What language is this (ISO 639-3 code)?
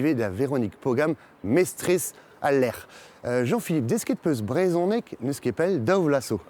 bre